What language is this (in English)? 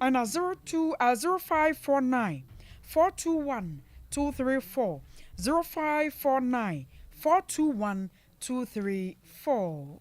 Akan